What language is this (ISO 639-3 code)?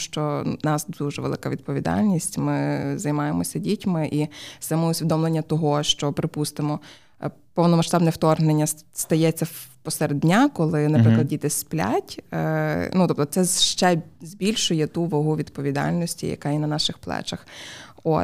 ukr